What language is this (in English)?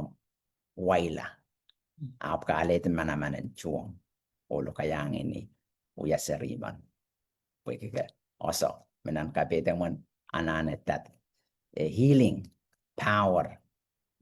Pohnpeian